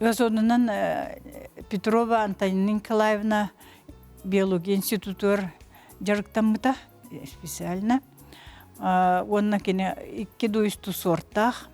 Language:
Yakut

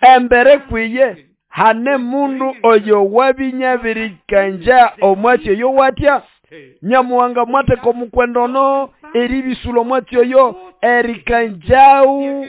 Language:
Nande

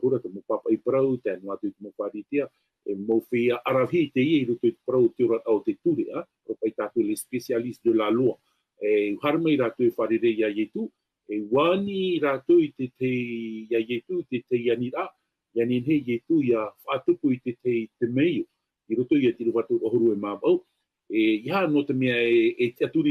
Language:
Tahitian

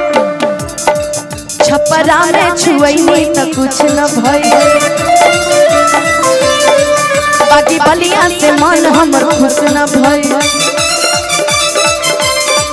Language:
Bhojpuri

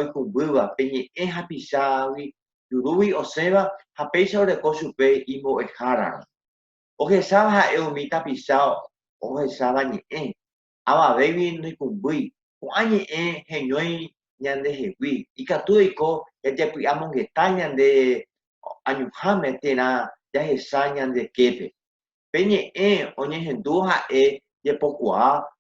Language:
Guarani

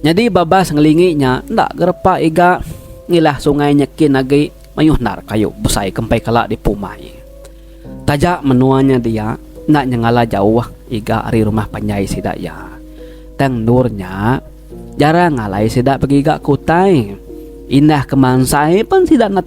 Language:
Iban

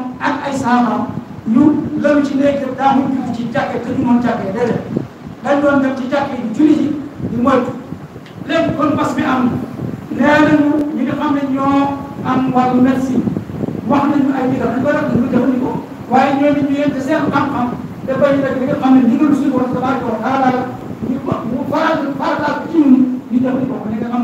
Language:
Wolof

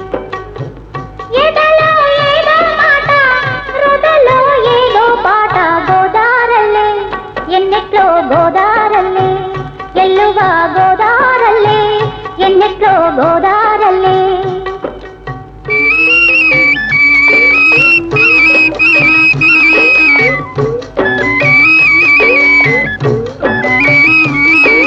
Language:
Telugu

